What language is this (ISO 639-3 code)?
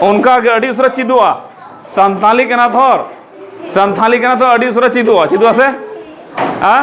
sat